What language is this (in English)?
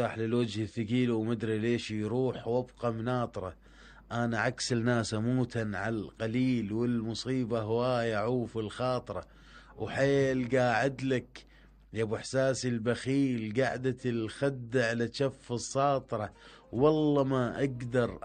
Mesopotamian Arabic